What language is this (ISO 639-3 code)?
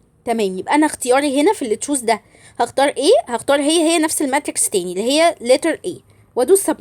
arz